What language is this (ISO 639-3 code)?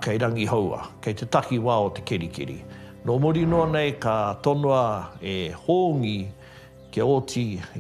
mri